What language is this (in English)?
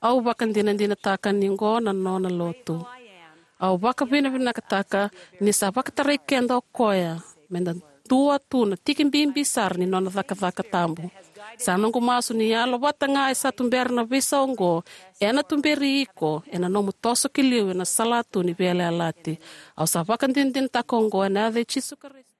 Fijian